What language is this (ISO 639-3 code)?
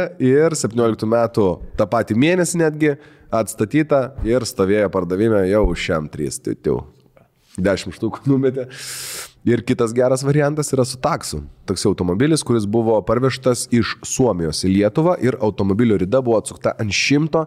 lit